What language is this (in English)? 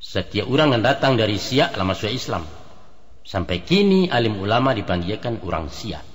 Minangkabau